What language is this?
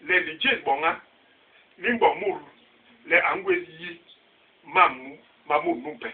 Basaa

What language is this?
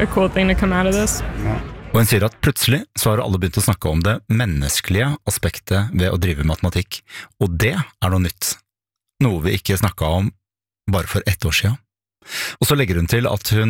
Norwegian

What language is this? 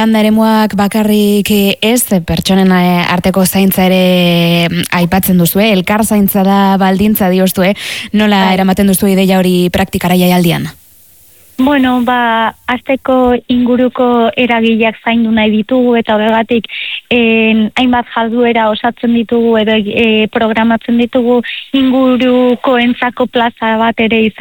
Basque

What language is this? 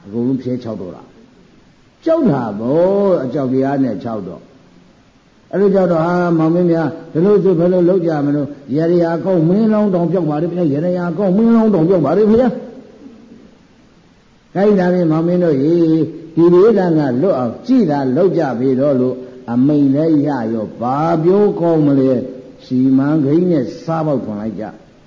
Burmese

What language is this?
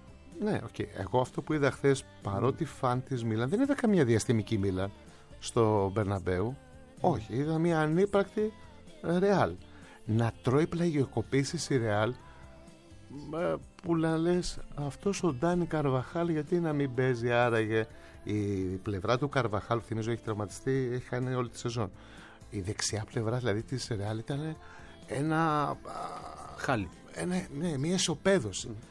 Greek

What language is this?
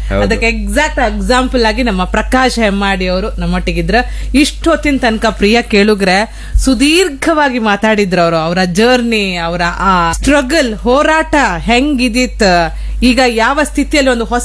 Kannada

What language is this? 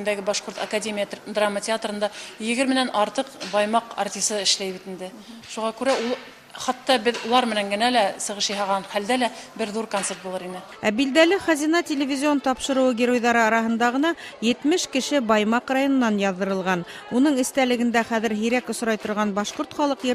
Bashkir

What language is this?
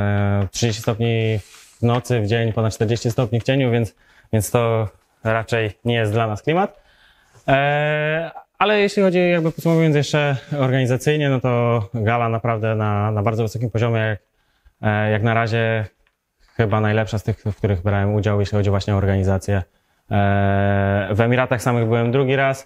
Polish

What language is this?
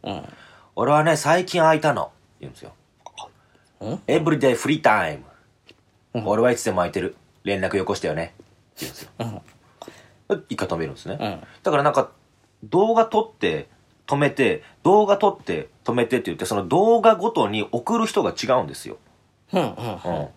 Japanese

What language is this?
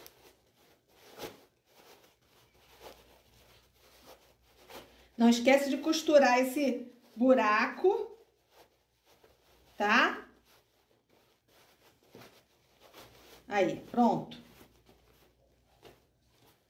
Portuguese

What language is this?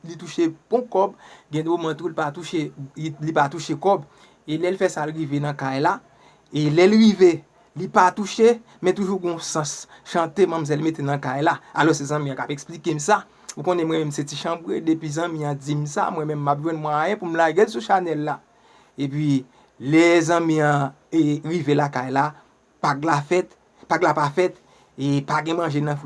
Haitian Creole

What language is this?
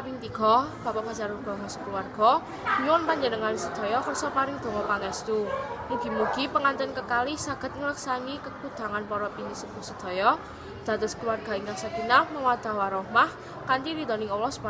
Javanese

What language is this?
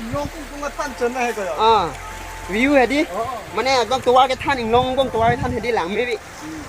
Karbi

